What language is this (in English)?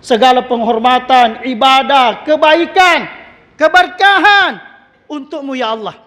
Buginese